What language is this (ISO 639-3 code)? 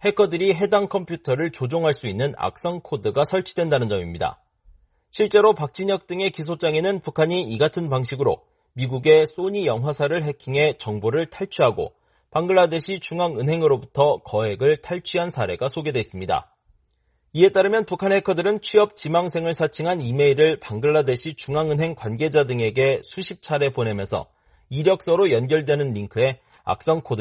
kor